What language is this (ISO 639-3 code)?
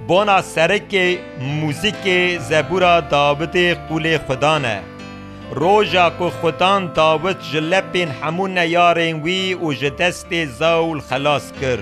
kur